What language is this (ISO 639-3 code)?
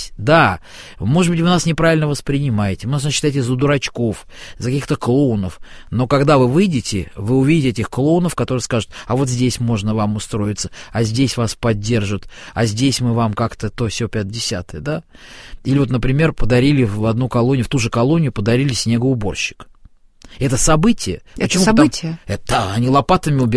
rus